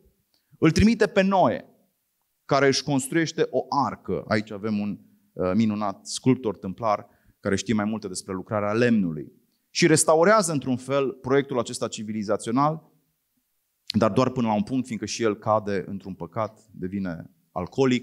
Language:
Romanian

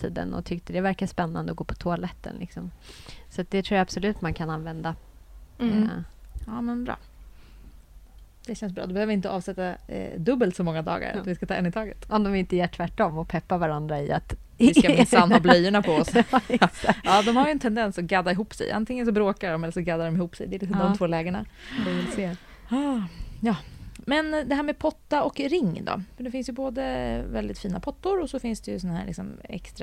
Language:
Swedish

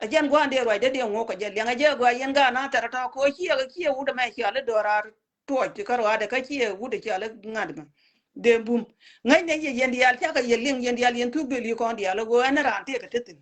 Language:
Nuer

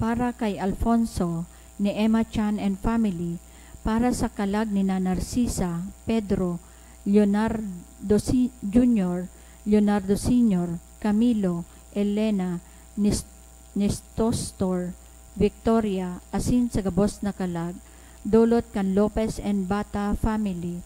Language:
Bikol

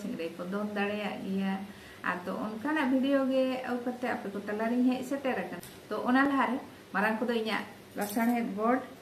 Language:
Santali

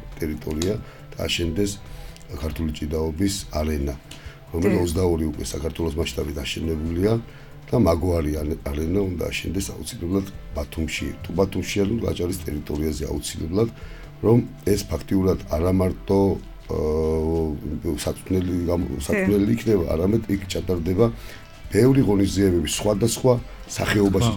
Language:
Georgian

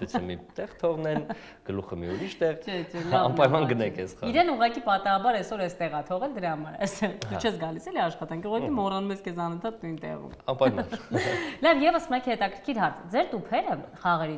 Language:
Armenian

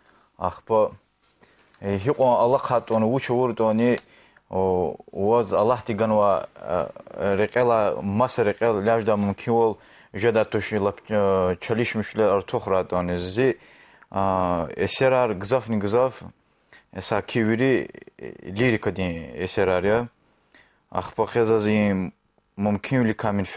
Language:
Lezghian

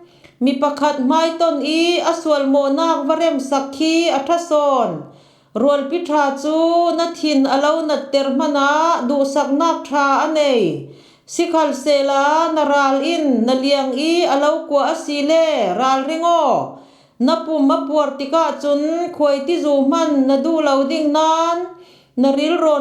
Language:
Falam Chin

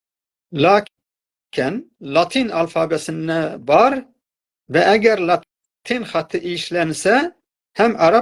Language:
South Azerbaijani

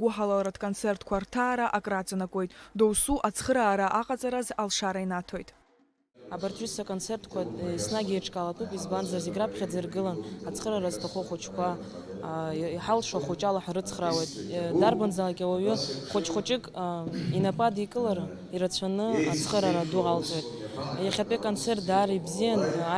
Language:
Abkhazian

